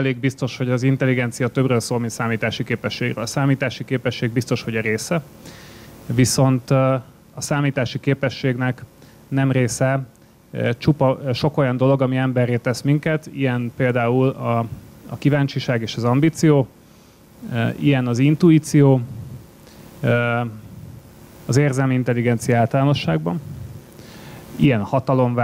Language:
Hungarian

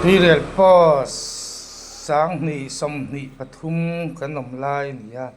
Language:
Mizo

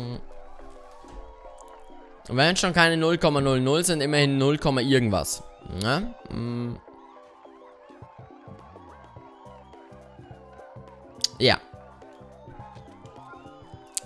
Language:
German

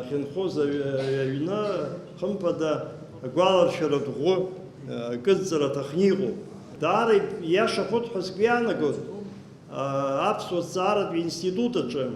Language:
Abkhazian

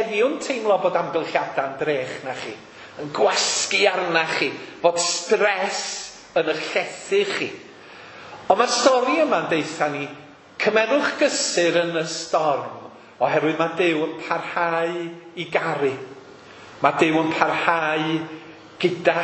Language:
Welsh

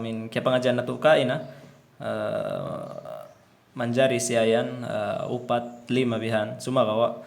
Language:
Tausug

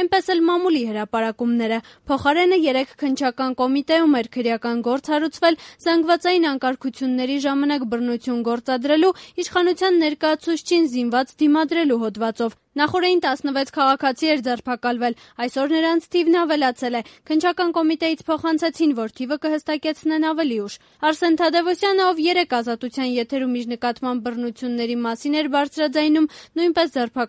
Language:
Armenian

